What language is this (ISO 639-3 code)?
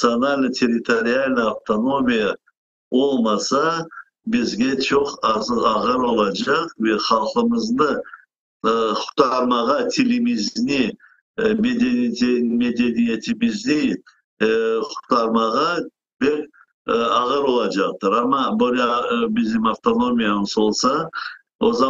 crh